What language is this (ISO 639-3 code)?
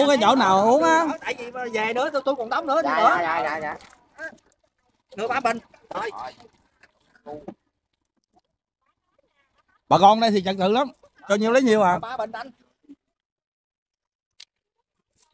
vie